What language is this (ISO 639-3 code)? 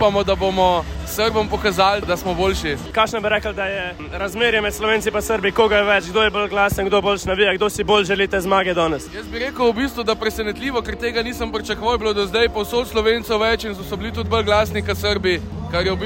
slv